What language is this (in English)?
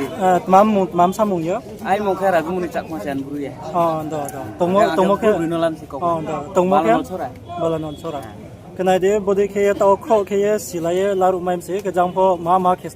Riang (India)